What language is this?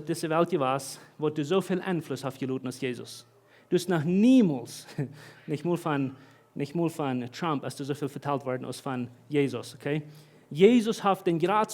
Plautdietsch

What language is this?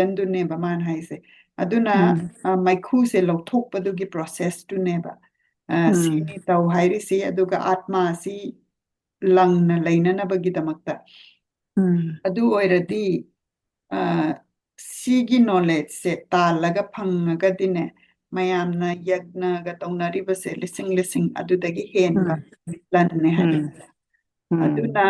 Manipuri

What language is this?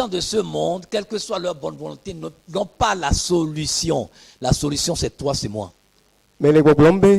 Ewe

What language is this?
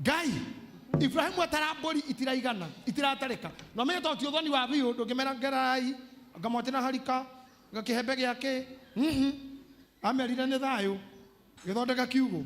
Kikuyu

